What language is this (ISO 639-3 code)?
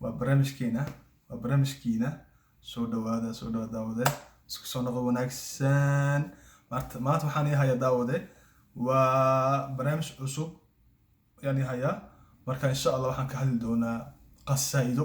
som